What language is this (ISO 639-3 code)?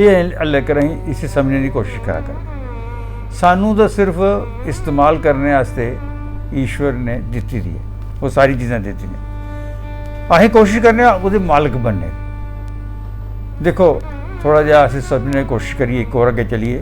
doi